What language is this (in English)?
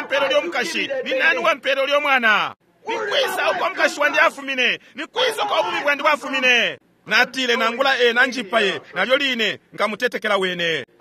Bemba